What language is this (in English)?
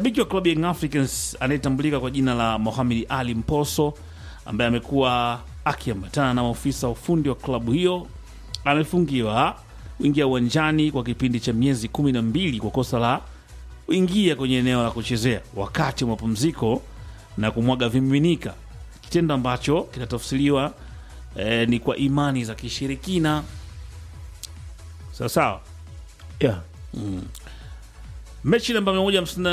Swahili